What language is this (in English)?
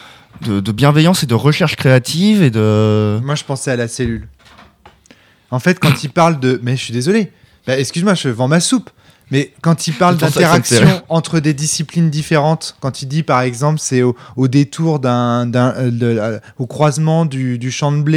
French